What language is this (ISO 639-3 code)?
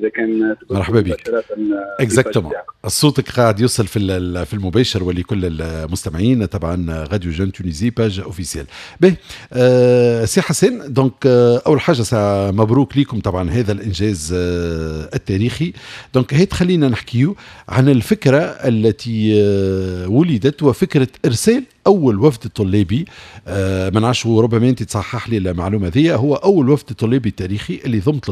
aeb